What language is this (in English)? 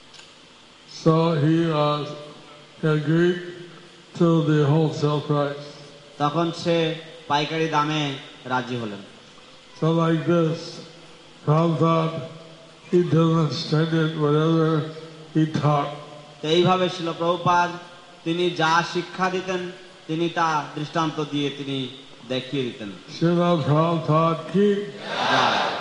Bangla